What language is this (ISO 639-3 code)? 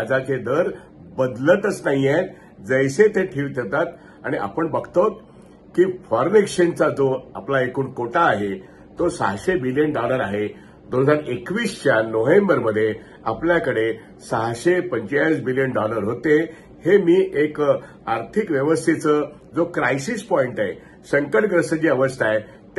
mar